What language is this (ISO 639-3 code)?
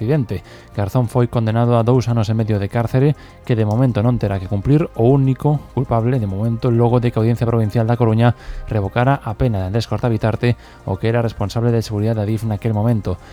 glg